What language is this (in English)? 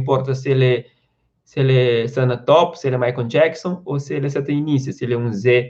Kabuverdianu